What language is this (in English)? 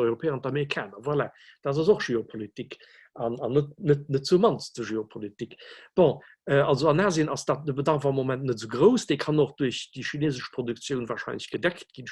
Luxembourgish